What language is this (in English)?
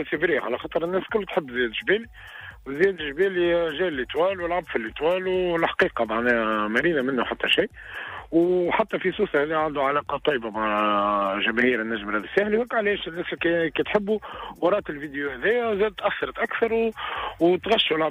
Tunisian Arabic